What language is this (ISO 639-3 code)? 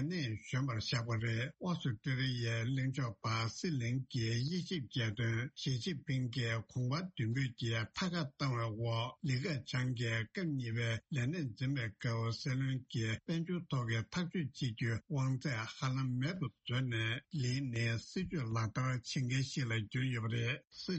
bod